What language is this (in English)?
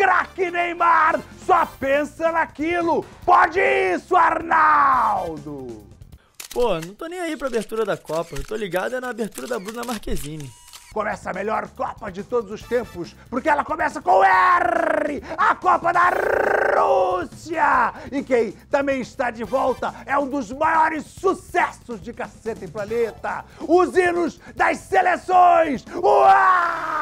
Portuguese